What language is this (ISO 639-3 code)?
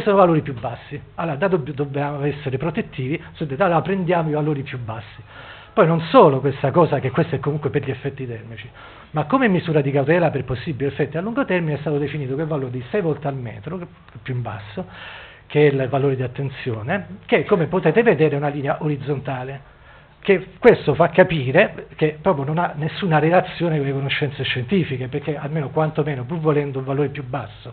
ita